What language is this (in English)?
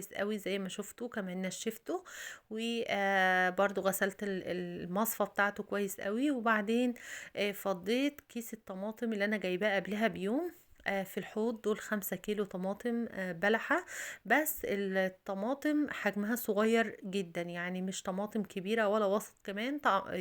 Egyptian Arabic